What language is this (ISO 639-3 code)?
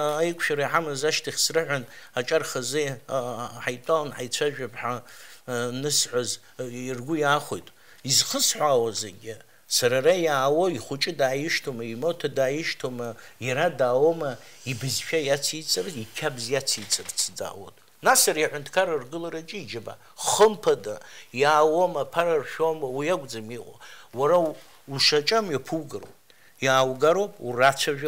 abk